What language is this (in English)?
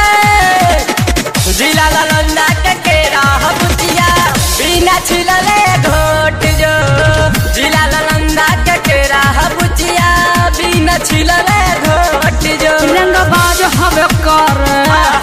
Bhojpuri